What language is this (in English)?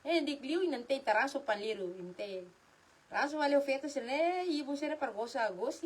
Tetum